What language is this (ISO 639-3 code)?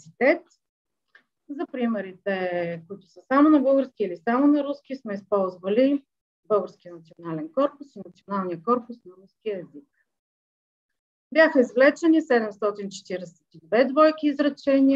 bul